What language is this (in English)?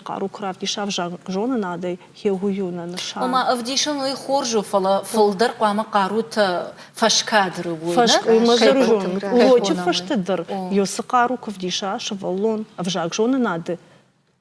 Ossetic